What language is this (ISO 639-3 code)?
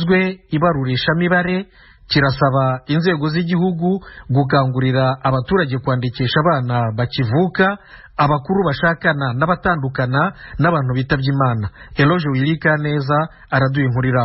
run